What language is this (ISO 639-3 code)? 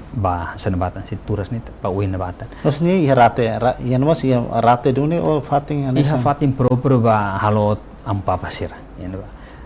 tet